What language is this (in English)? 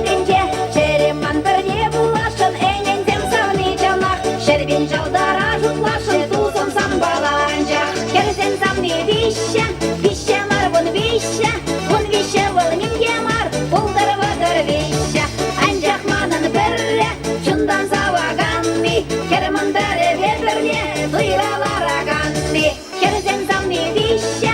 Chuvash